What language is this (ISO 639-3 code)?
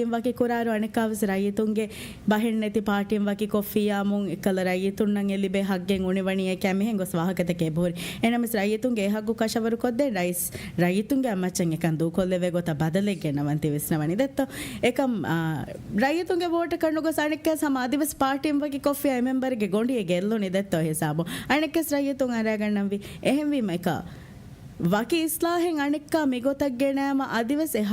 div